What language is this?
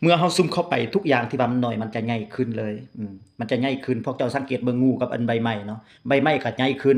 Lao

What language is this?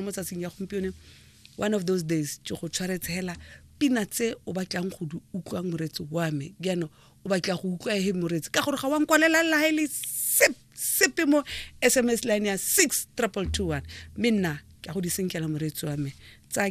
Tswana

